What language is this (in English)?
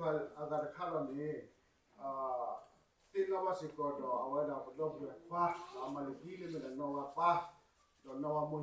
S'gaw Karen